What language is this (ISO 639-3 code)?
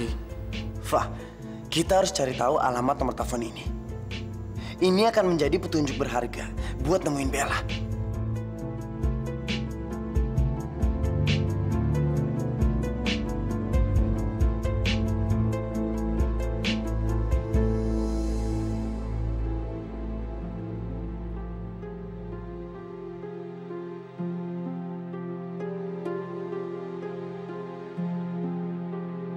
ind